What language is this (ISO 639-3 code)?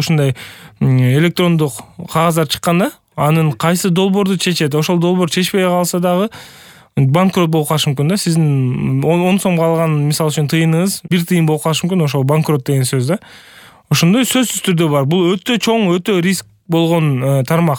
kir